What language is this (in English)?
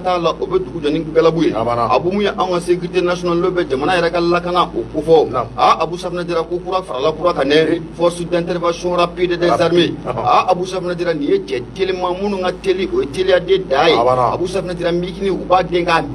Bambara